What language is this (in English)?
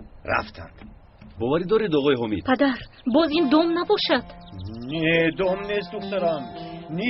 Tajik